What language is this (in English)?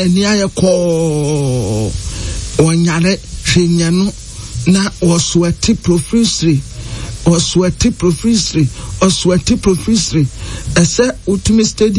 Akan